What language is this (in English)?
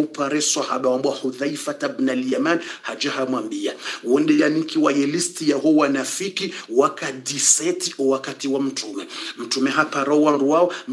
Swahili